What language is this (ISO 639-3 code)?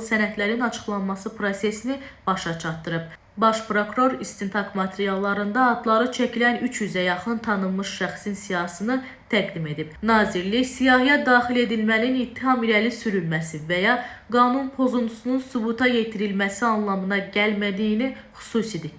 aze